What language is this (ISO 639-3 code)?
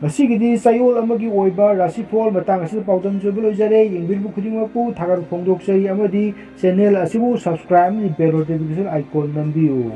mni